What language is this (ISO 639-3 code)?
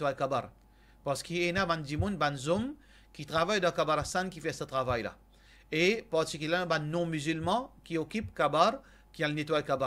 mfe